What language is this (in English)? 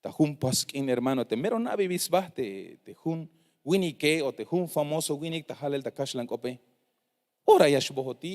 Tzeltal